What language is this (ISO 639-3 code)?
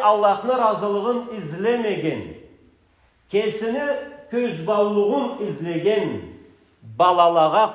krc